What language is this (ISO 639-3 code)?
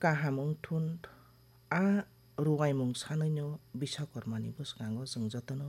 trp